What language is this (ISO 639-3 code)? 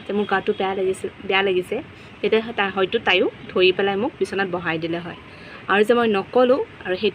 asm